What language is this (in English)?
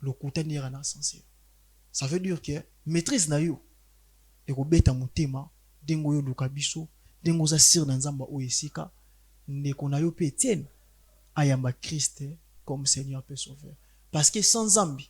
Lingala